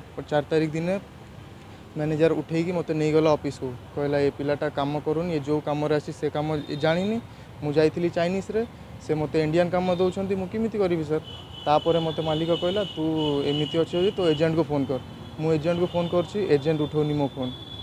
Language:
Odia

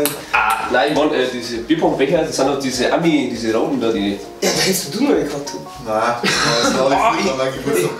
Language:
Bavarian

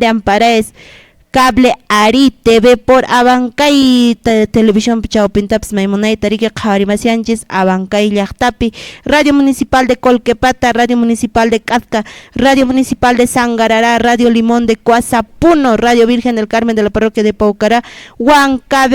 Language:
Quechua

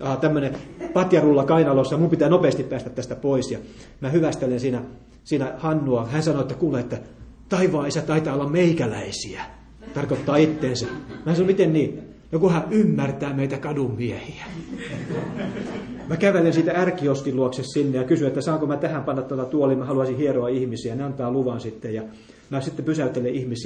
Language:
Finnish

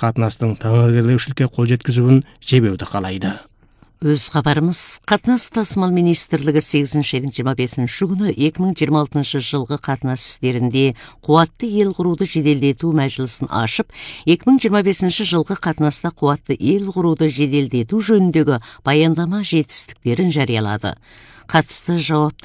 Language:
Kazakh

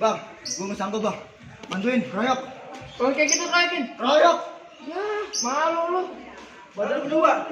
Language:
Betawi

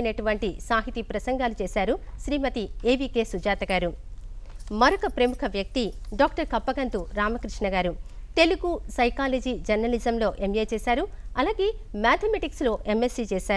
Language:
Telugu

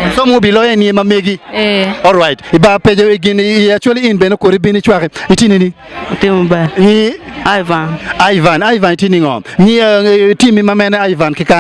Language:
Acoli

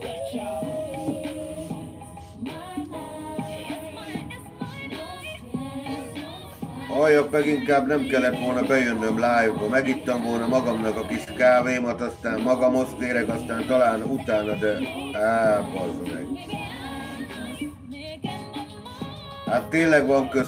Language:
Hungarian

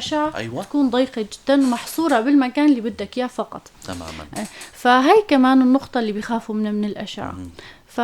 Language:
North Levantine Arabic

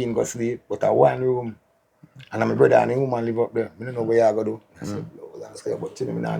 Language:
Jamaican Creole English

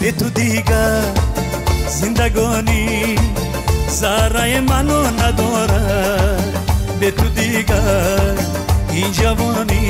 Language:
Tajik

